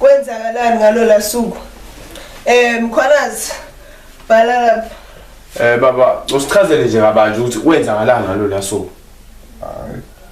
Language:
Zulu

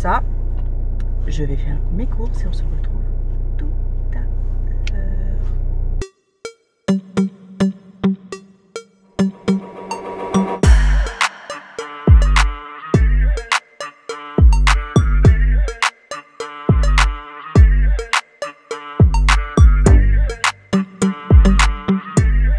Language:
French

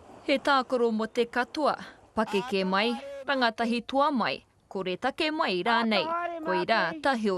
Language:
Māori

